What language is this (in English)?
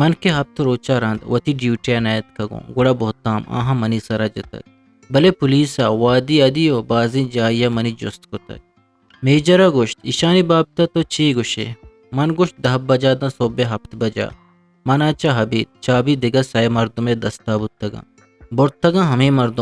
Eastern Balochi